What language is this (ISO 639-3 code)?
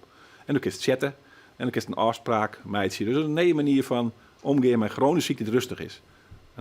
fry